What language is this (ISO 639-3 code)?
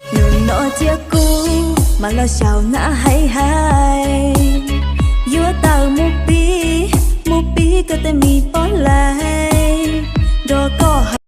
hmn